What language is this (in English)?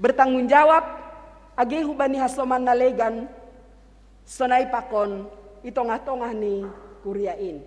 Batak Simalungun